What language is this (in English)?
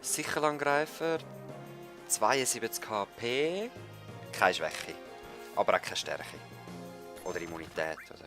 Swiss German